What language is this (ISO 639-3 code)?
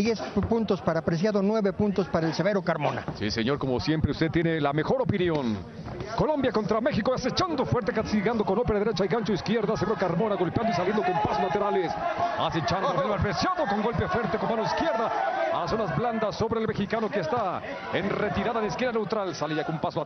spa